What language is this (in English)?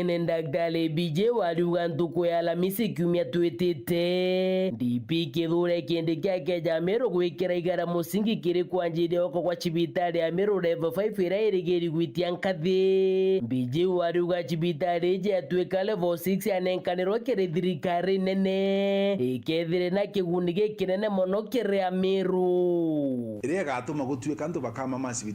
Meru